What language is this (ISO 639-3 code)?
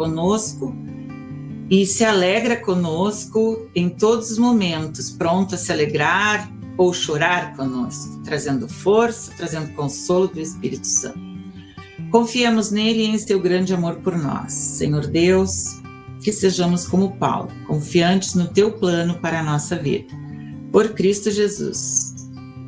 por